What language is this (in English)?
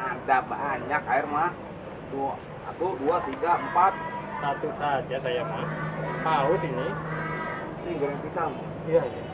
Betawi